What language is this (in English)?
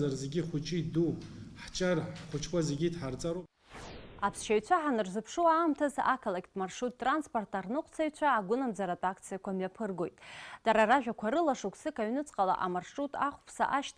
Abkhazian